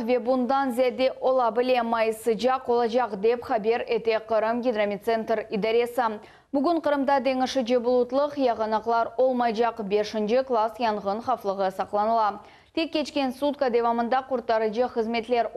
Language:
Crimean Tatar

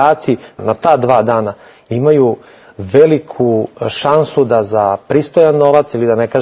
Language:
Serbian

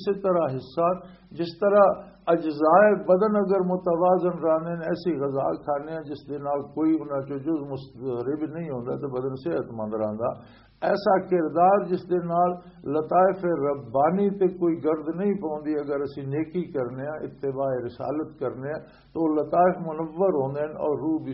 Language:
Western Panjabi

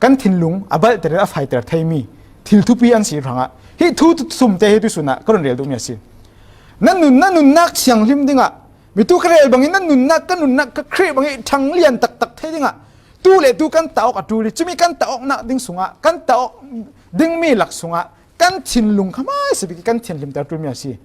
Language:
Falam Chin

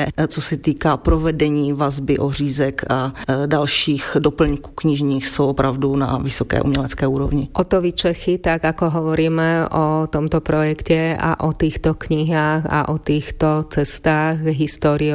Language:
Slovak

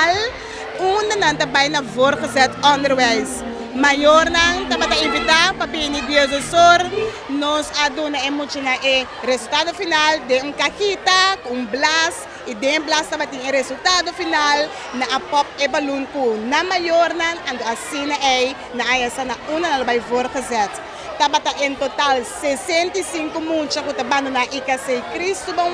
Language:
Papiamento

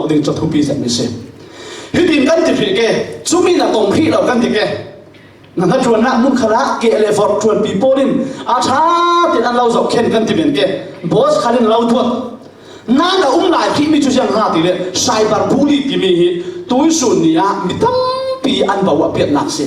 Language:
Falam Chin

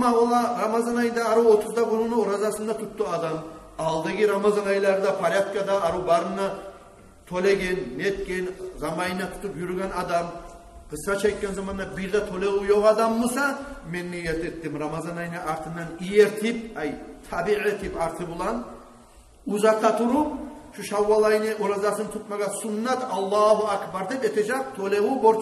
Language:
Kumyk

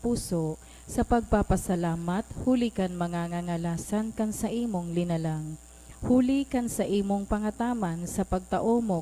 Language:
Bikol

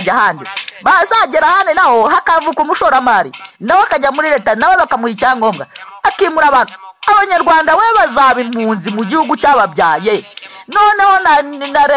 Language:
Kinyarwanda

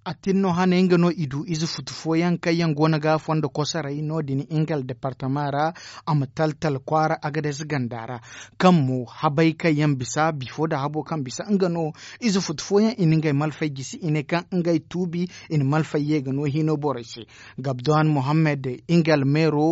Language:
Zarma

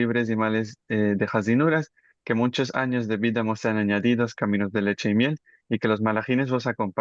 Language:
Ladino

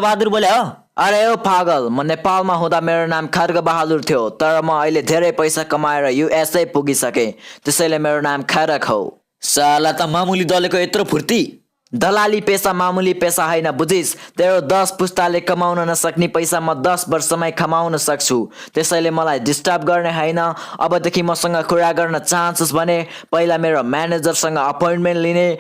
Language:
Nepali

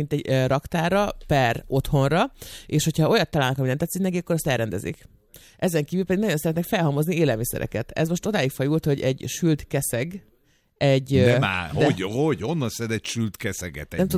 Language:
Hungarian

